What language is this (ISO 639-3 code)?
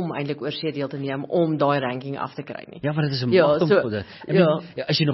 afr